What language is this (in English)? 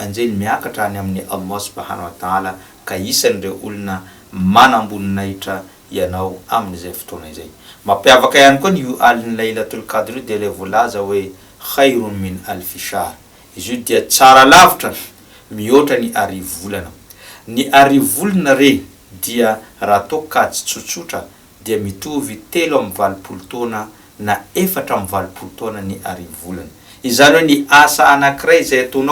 Malagasy